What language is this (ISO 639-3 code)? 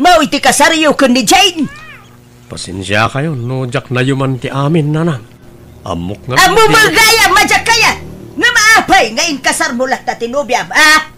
ilo